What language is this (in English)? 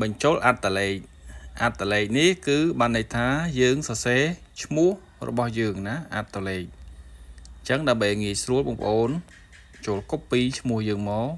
Khmer